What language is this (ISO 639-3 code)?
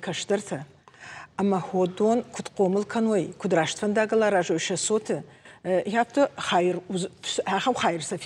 oss